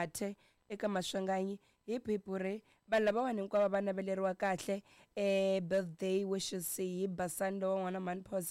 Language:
Tsonga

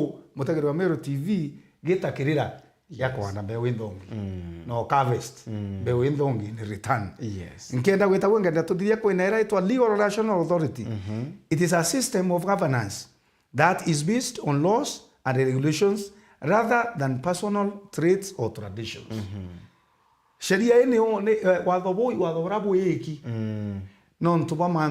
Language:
Meru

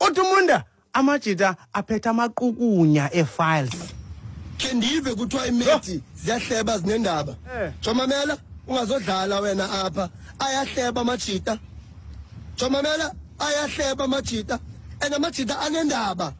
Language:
Xhosa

